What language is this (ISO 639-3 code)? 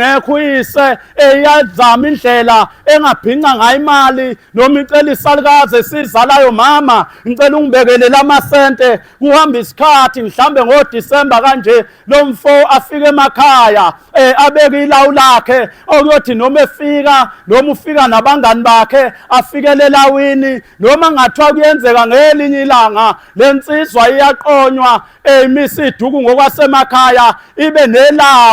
zul